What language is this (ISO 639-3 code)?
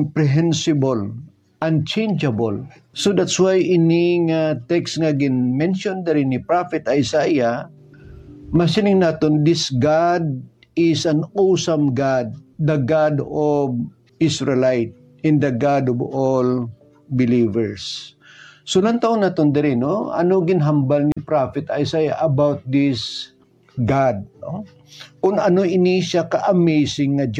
hil